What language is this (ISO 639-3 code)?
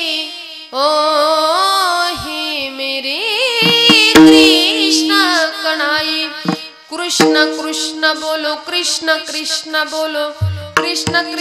mar